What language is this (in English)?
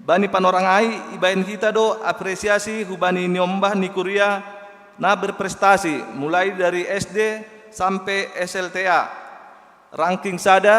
Batak Simalungun